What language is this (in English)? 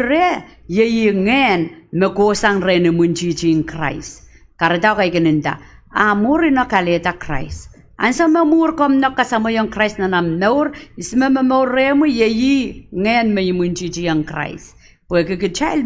Pohnpeian